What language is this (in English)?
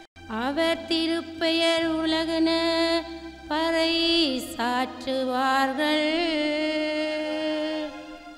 Tamil